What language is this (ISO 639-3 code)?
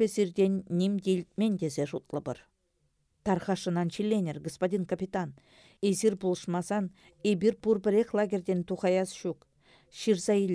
chv